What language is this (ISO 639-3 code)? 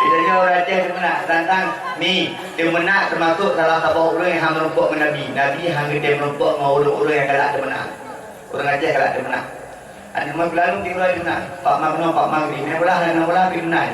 ace